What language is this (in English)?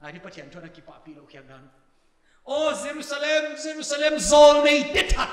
Paite Chin